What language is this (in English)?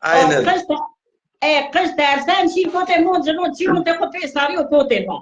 Zaza